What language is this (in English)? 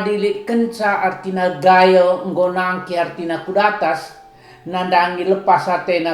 Batak Karo